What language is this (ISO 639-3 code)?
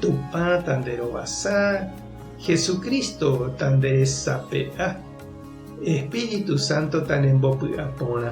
grn